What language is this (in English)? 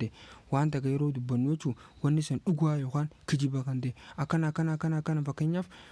Oromo